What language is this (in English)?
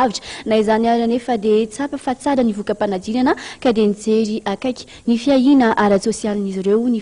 Malagasy